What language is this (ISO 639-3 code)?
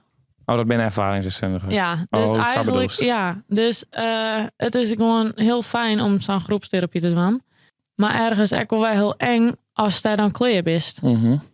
fry